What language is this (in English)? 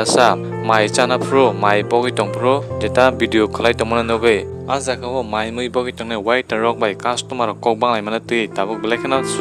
Kok Borok